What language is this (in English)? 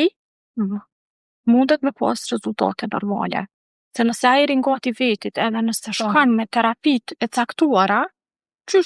Albanian